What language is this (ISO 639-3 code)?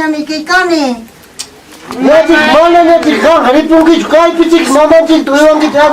quy